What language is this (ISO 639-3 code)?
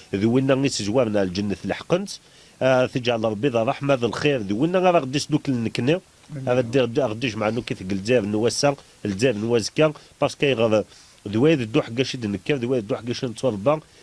kab